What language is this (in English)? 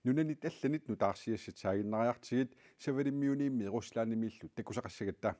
Kalaallisut